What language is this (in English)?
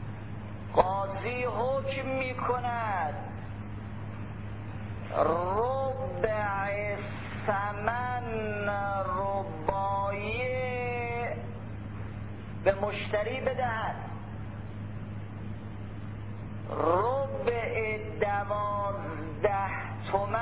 Persian